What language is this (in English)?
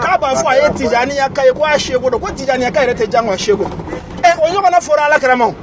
Bambara